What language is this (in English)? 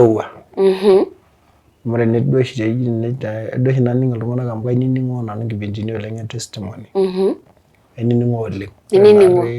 Masai